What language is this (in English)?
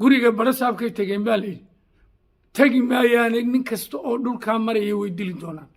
Somali